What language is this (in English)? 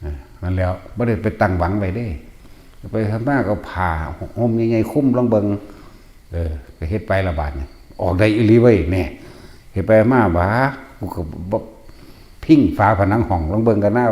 Northeastern Thai